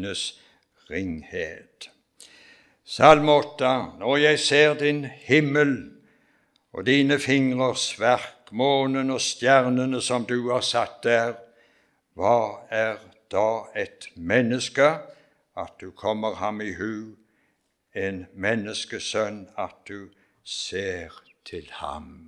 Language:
Norwegian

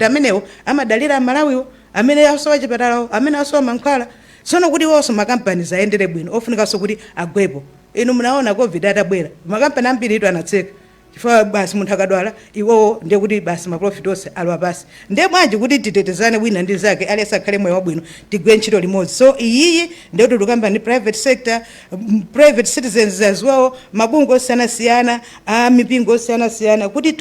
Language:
Nyanja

